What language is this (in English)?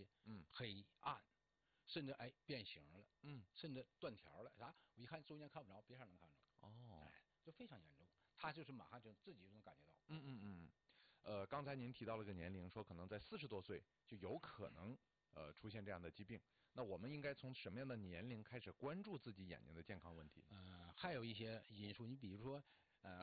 Chinese